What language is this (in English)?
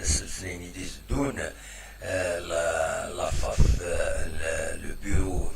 Kabyle